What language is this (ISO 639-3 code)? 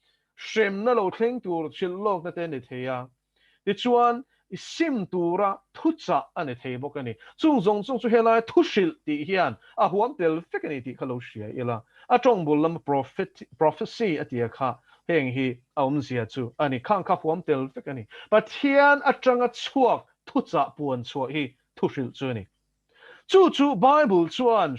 lus